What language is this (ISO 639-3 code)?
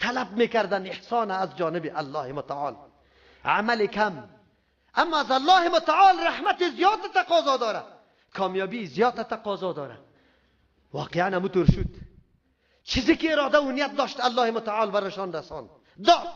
fas